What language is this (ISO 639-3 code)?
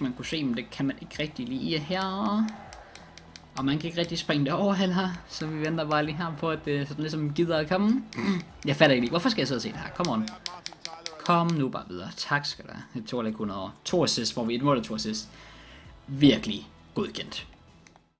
dan